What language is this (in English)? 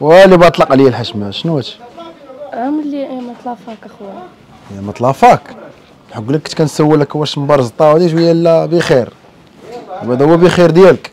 Moroccan Arabic